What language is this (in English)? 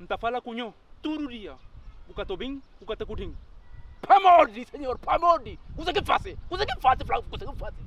Kabuverdianu